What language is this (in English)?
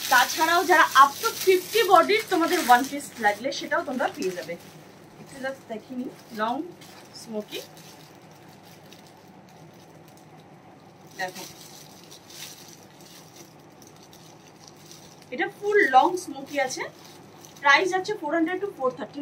Bangla